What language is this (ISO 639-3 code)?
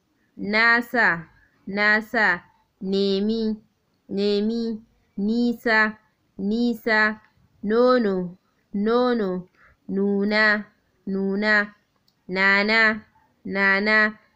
hau